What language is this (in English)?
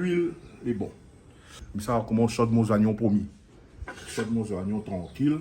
Réunion Creole French